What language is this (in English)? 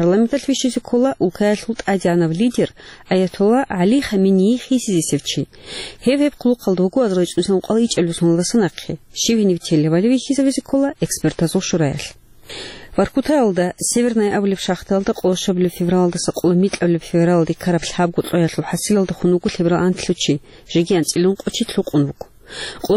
Avaric